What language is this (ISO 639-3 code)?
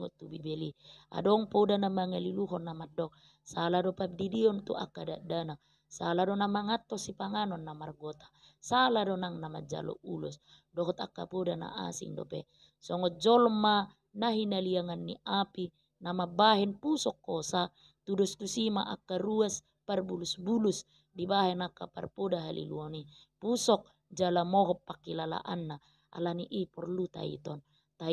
bbc